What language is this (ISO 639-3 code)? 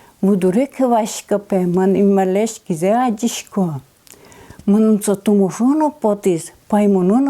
udm